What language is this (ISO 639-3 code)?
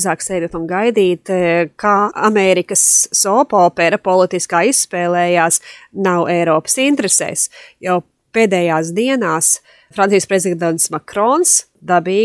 lav